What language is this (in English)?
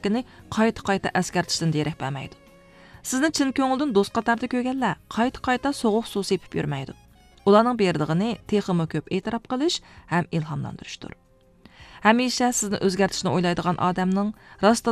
Uyghur